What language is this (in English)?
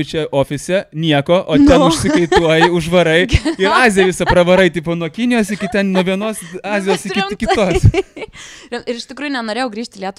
Lithuanian